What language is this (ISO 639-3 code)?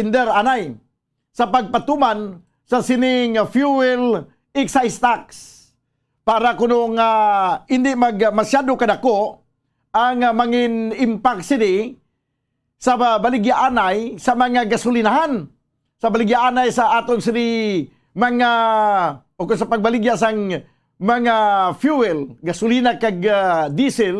hil